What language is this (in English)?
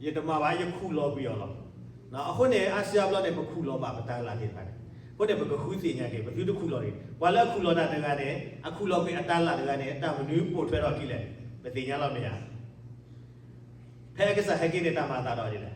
S'gaw Karen